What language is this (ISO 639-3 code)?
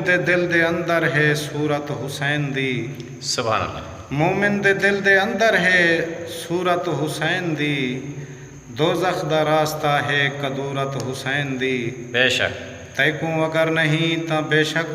skr